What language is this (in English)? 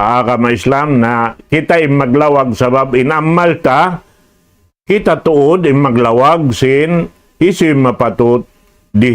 Tausug